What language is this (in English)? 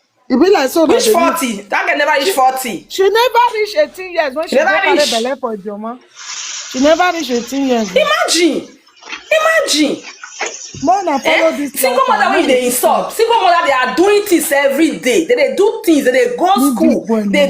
Nigerian Pidgin